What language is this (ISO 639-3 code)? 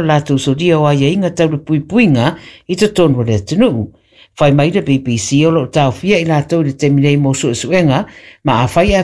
smo